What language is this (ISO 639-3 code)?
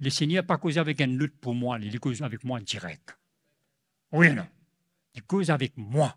mfe